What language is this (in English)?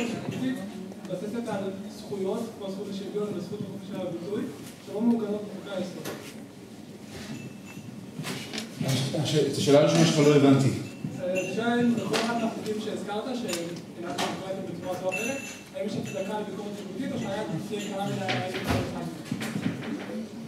Hebrew